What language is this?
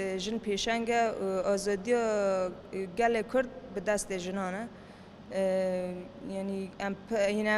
Kurdish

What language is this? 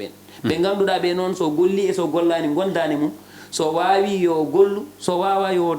Fula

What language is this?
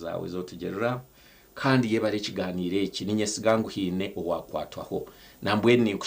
Nyankole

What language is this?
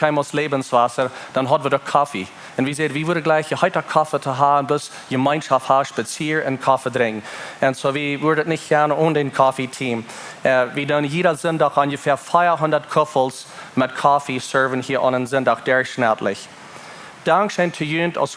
Plautdietsch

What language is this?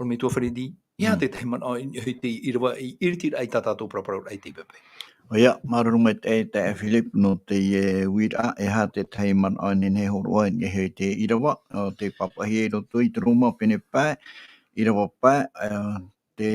Tahitian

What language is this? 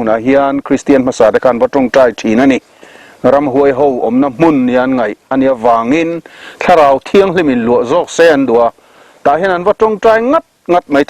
Mizo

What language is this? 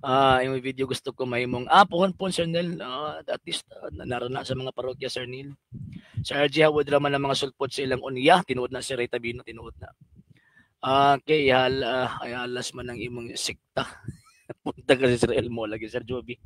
Cebuano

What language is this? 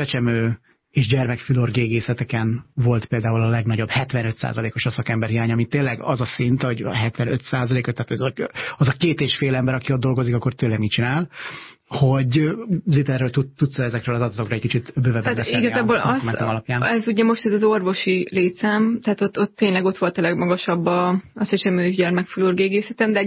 Hungarian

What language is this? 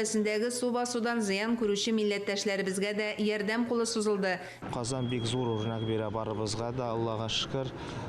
Tatar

